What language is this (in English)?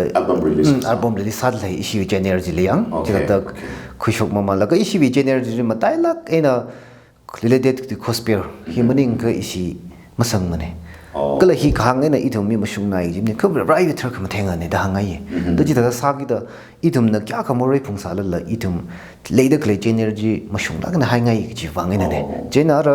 Tangkhul Naga (India)